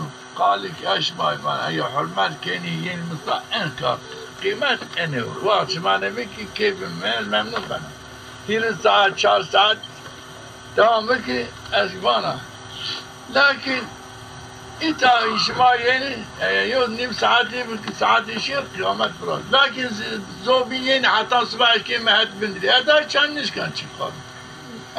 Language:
Zaza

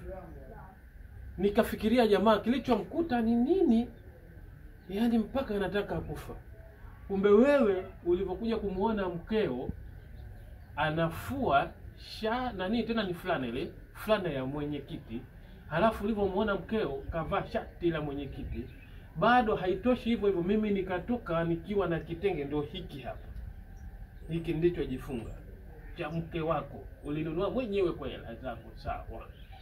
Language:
Swahili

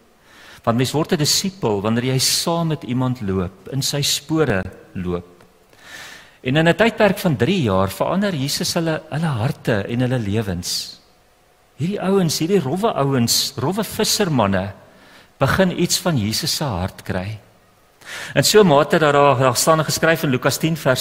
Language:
Afrikaans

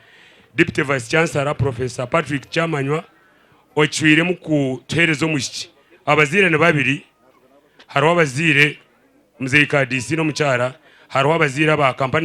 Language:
Nyankole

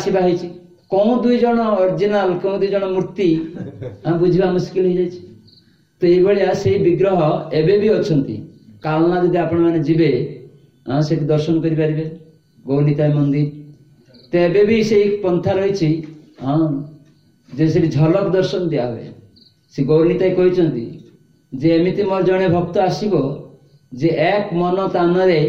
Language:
Odia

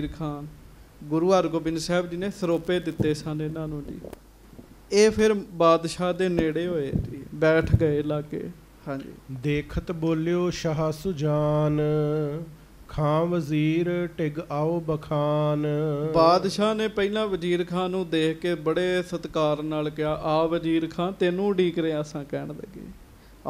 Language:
Punjabi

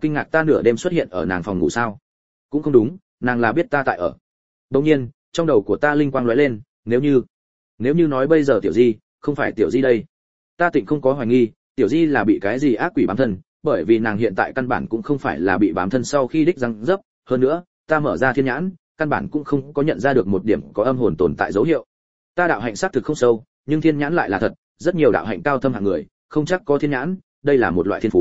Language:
Vietnamese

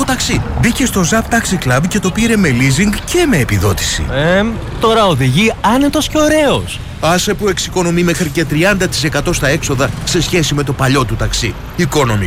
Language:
Greek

